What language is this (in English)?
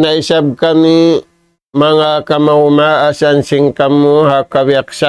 Tausug